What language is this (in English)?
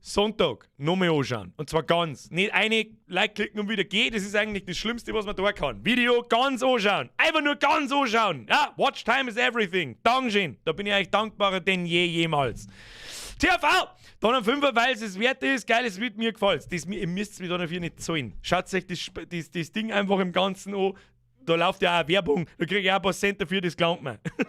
Bavarian